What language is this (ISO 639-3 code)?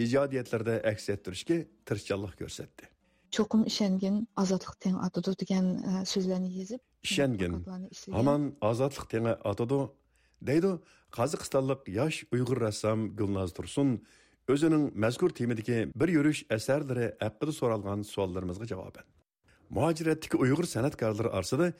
uig